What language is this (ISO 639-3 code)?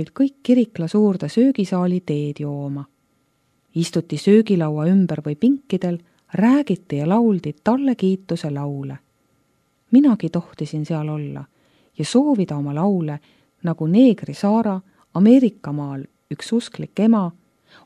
est